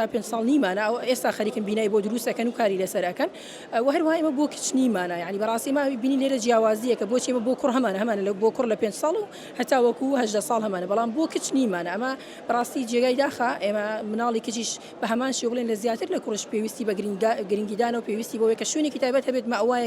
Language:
Central Kurdish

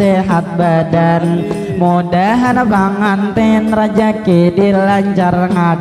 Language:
Banjar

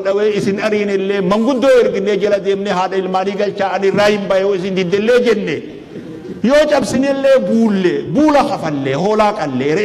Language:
Oromo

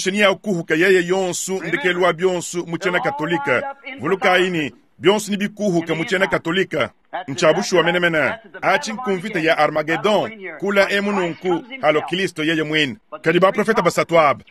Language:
Luba-Lulua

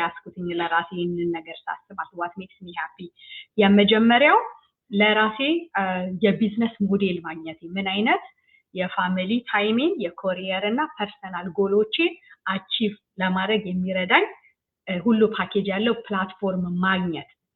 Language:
Amharic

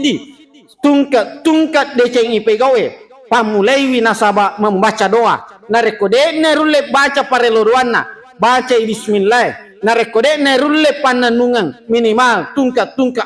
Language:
Buginese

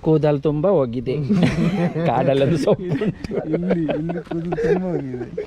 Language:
Tulu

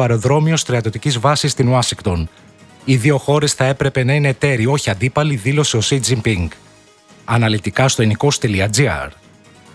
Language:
Greek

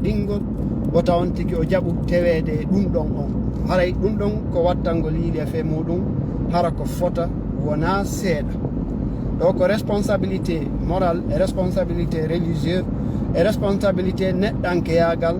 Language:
Fula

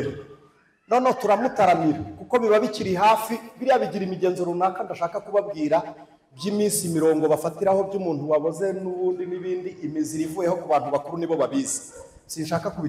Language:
Kinyarwanda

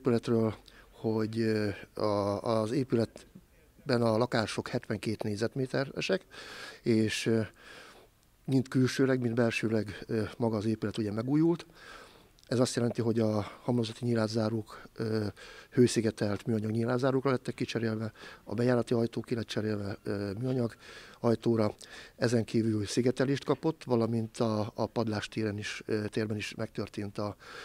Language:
Hungarian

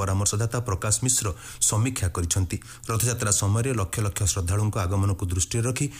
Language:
Odia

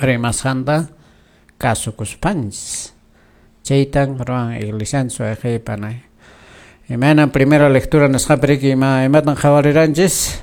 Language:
Quechua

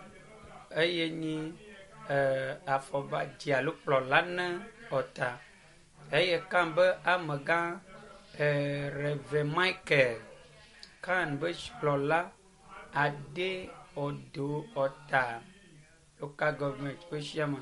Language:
Ewe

